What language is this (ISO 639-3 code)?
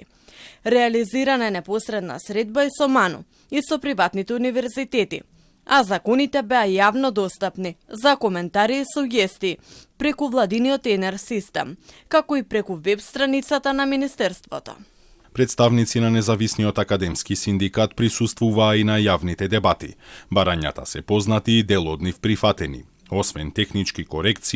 mkd